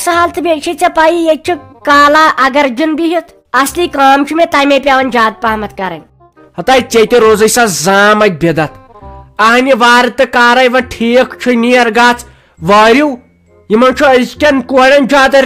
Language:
Kashmiri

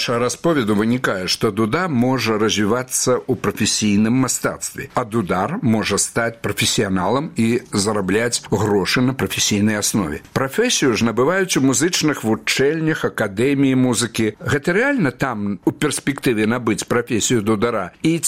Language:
Belarusian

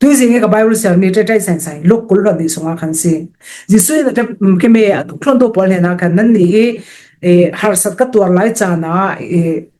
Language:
Falam Chin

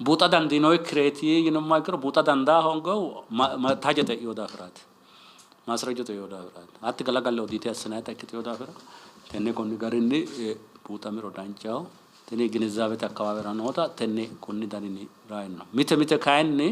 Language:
Sidamo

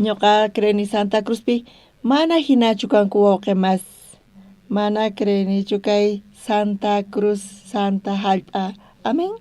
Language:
South Bolivian Quechua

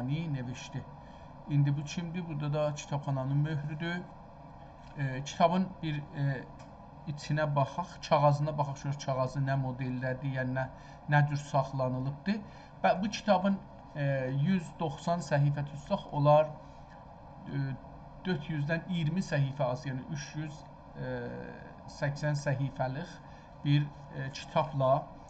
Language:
South Azerbaijani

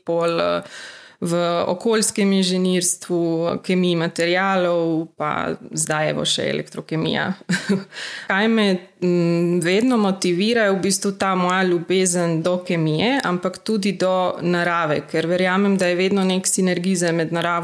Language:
Slovenian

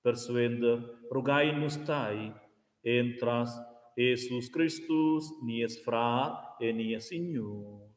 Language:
Romansh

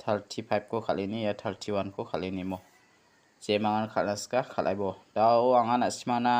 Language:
Garo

